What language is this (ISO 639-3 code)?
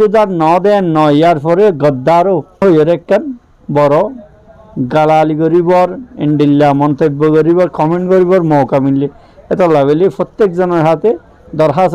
rhg